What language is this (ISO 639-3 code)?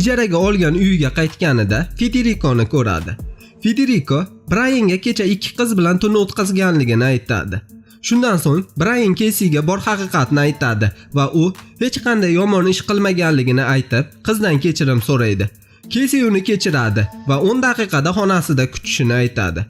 uzb